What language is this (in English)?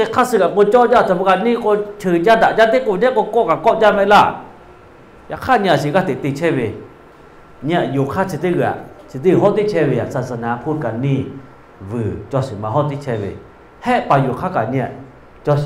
Lahu